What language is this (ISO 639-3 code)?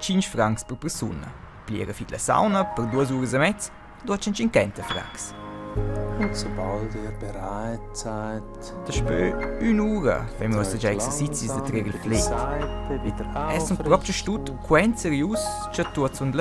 roh